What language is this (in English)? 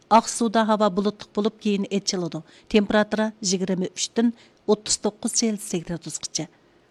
Uyghur